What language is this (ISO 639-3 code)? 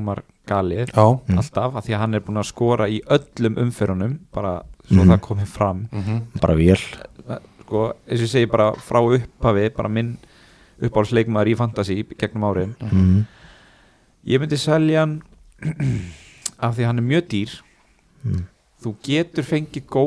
isl